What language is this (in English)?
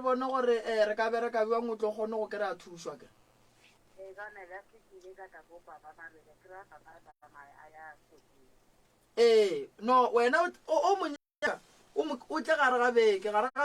Northern Sotho